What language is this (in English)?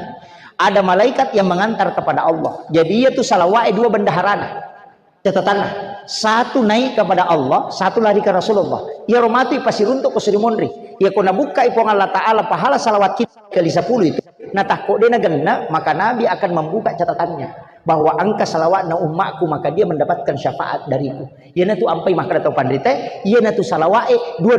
Buginese